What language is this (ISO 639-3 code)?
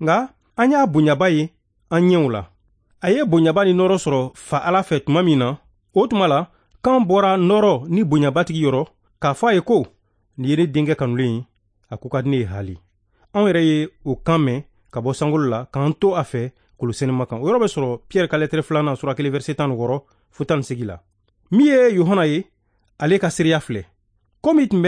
bam